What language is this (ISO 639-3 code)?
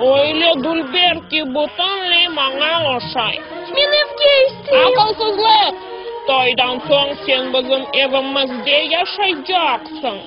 crh